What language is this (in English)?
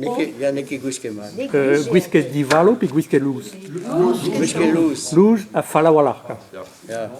Breton